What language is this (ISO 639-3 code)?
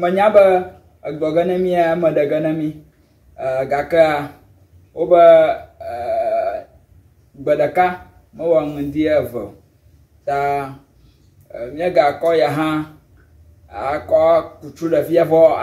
ewe